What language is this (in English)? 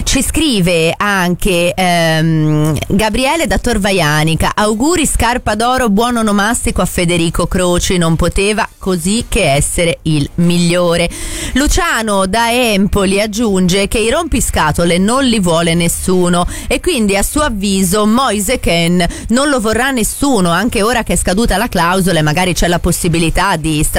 Italian